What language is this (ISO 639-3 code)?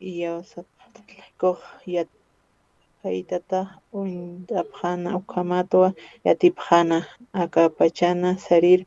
aym